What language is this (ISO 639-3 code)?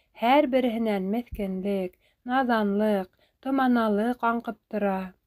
bak